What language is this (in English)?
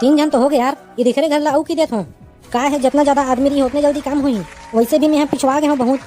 Chhattisgarhi